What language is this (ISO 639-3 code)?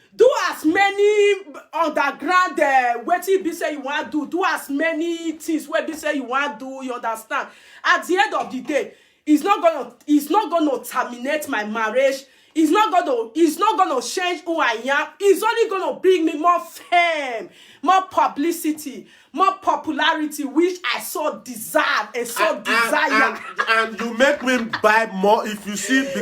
pcm